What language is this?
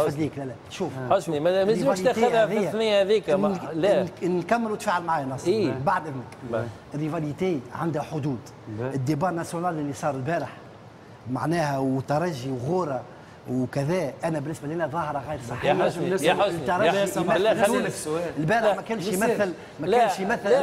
Tunisian Arabic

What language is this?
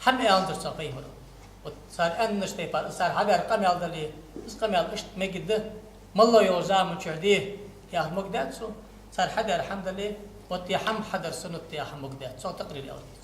Ingush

